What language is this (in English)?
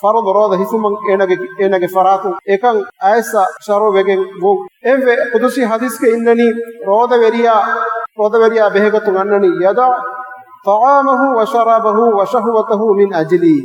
Divehi